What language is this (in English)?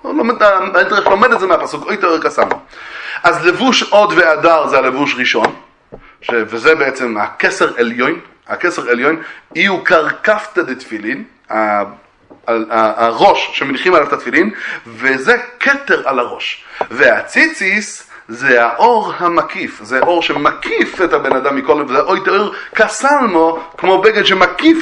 Hebrew